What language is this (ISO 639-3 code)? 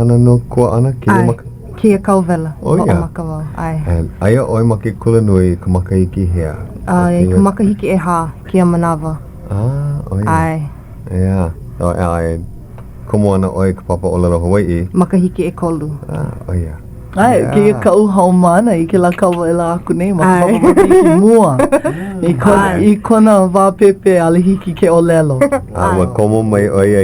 haw